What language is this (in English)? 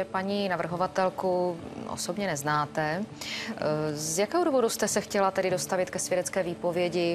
Czech